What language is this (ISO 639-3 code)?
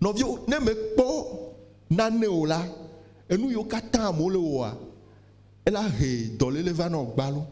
ewe